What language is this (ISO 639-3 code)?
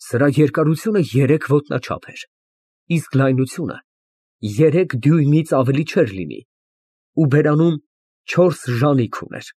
hye